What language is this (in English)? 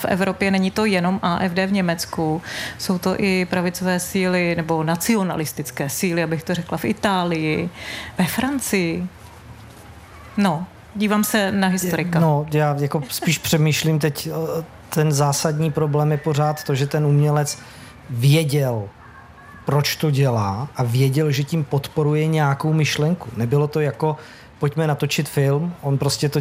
Czech